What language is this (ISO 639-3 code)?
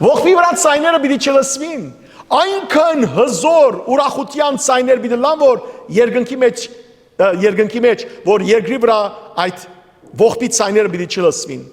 hyw